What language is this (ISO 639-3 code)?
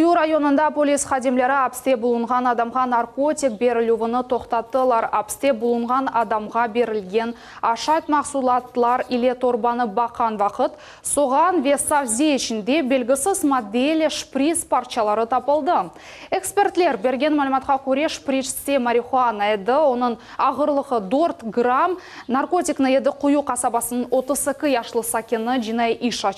crh